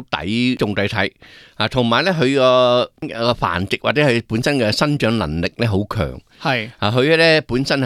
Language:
Cantonese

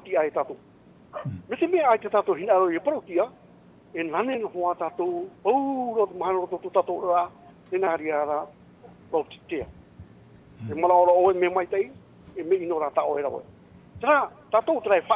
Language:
Tahitian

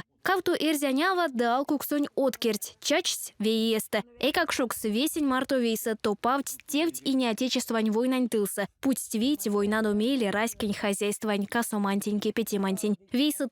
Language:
Erzya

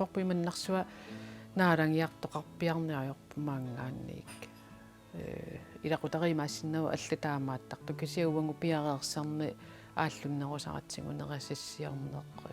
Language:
Kalaallisut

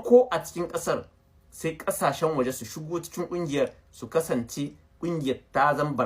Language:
Hausa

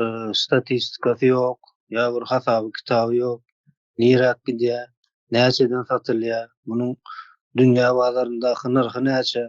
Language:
Turkmen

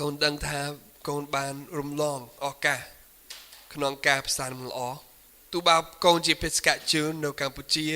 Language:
Khmer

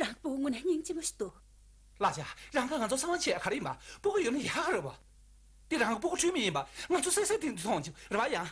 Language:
Tibetan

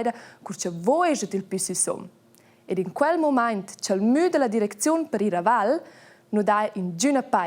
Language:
Romansh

